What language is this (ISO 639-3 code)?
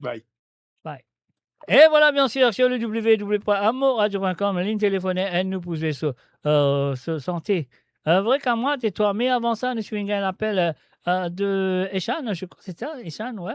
mfe